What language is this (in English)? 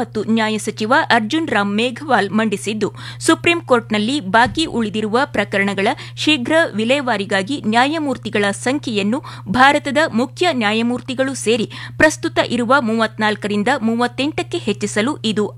Kannada